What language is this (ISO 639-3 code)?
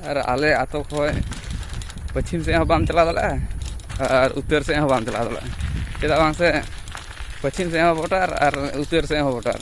sat